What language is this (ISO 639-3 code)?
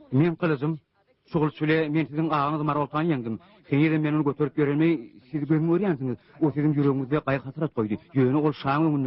tuk